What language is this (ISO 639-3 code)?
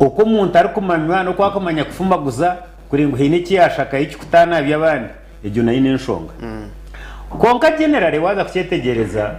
nyn